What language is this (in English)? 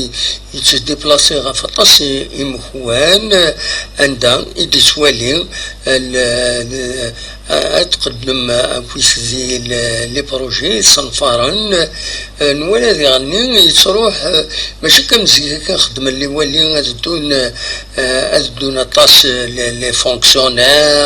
Kabyle